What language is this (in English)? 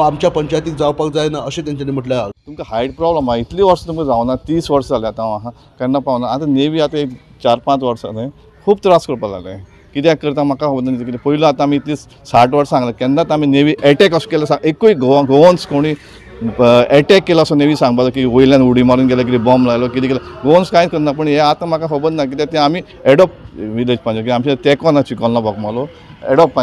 Konkani